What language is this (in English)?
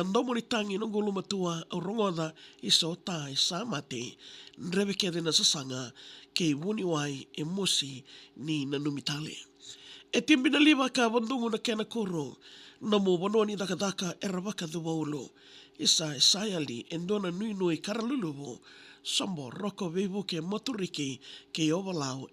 Fijian